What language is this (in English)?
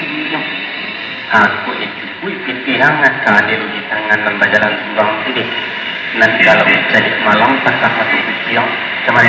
Minangkabau